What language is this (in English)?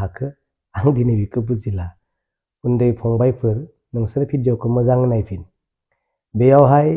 Bodo